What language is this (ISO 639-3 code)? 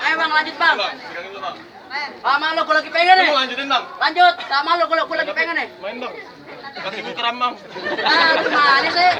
bew